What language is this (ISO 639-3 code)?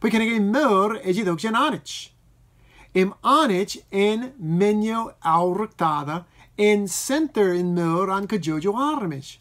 mah